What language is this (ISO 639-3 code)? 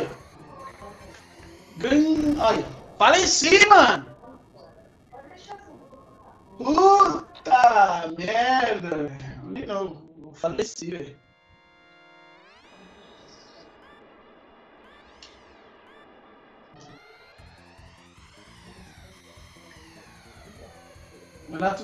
por